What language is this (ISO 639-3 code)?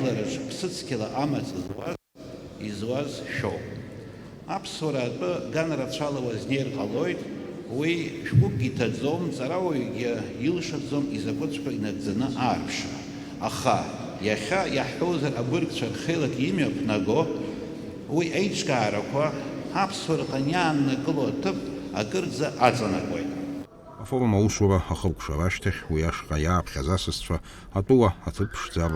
abk